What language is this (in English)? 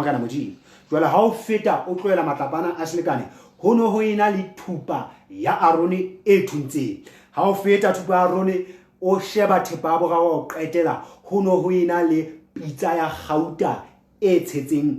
Southern Sotho